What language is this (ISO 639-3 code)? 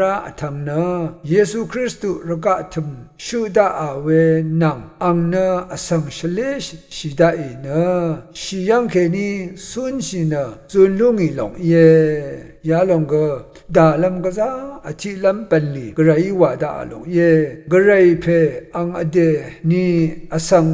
raw